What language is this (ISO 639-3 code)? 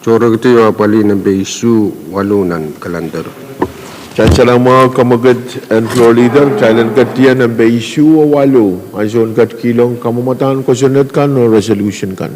pon